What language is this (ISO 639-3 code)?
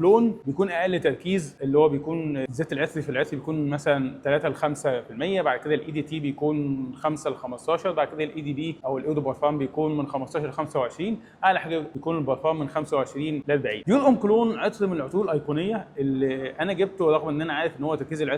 arz